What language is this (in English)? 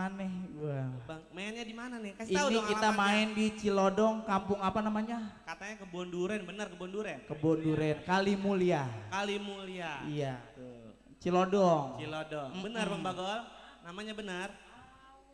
Betawi